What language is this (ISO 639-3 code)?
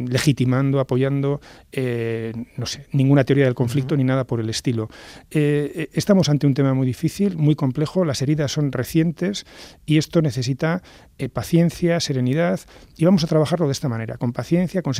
spa